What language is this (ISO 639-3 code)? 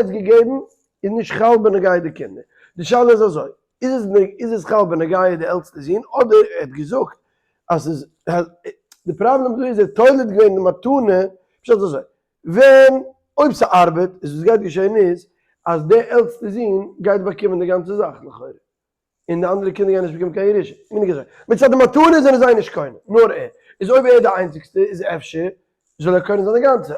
yid